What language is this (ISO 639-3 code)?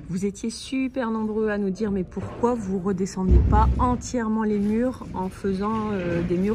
fra